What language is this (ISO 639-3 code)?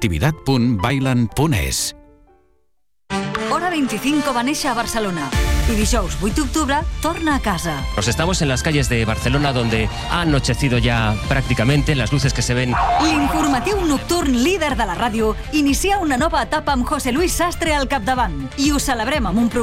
cat